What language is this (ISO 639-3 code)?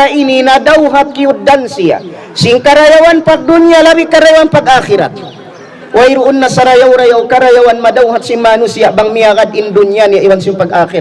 tsg